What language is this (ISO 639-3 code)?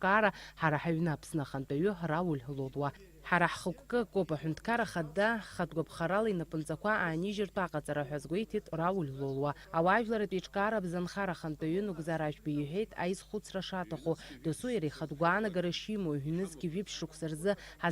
abk